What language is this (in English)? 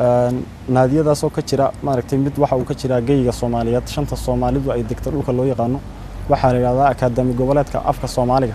Somali